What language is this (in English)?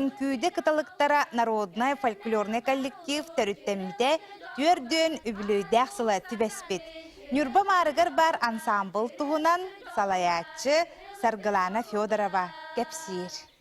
Yakut